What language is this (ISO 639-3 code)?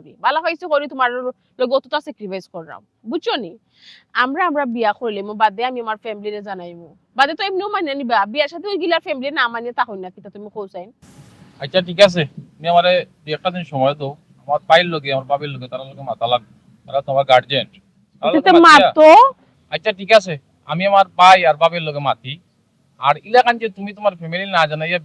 syl